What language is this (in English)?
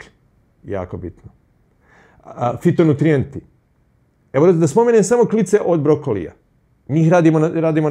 Croatian